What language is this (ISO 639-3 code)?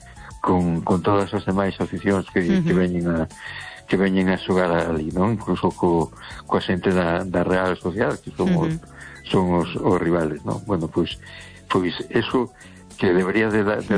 glg